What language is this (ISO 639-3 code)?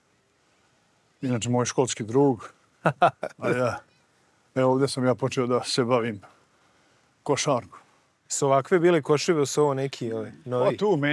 bos